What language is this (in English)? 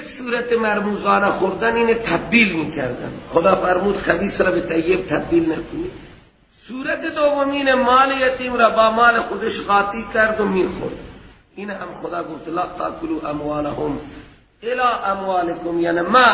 Persian